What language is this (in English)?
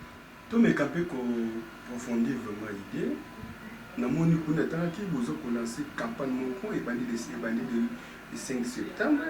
Lingala